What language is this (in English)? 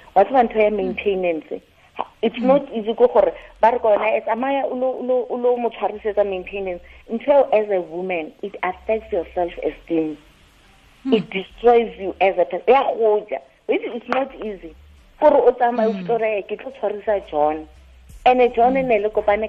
Tswana